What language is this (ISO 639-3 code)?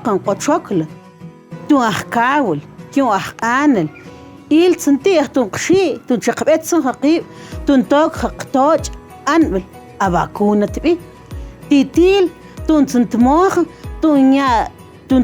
mam